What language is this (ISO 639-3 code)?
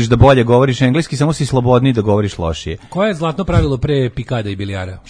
srp